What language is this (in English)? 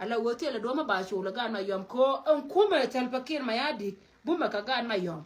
Nuer